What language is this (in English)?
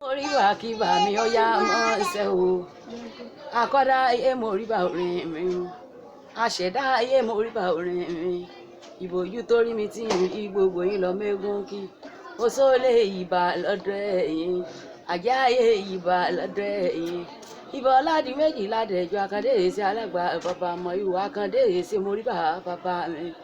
Yoruba